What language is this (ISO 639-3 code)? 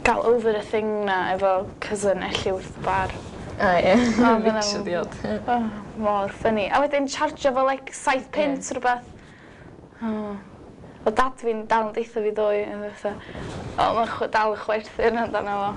cym